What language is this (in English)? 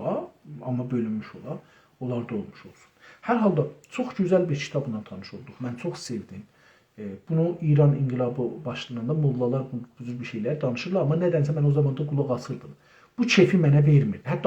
South Azerbaijani